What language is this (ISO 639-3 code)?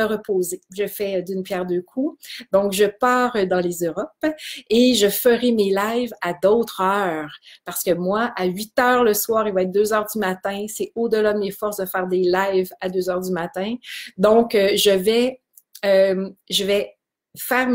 fra